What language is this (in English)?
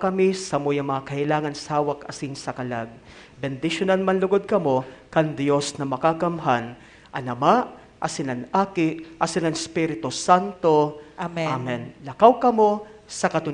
Bikol